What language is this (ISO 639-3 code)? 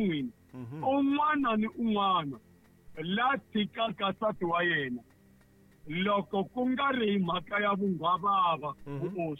tso